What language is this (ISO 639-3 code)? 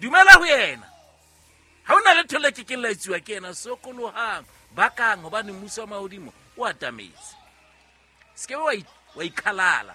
sot